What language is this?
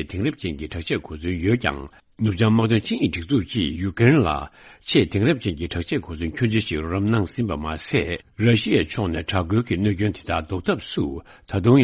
Tibetan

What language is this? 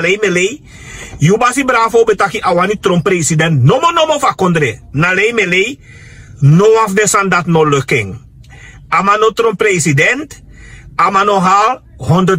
Sranan Tongo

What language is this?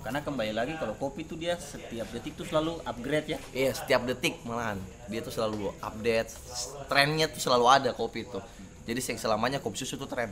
Ambonese Malay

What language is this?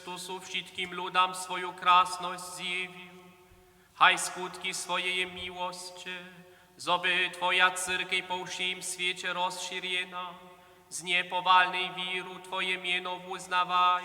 Upper Sorbian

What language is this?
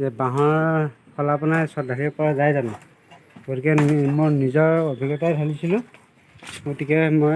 Assamese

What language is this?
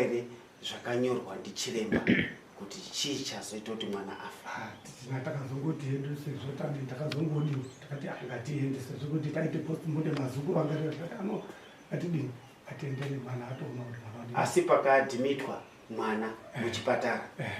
Shona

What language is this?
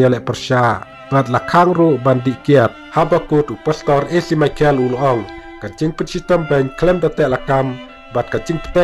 Khasi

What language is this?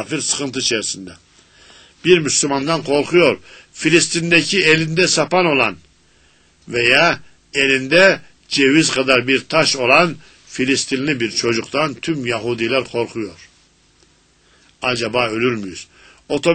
Turkish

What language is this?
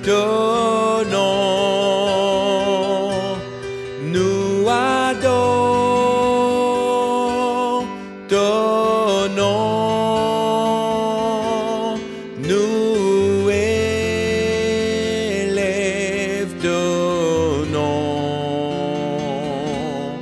Morisyen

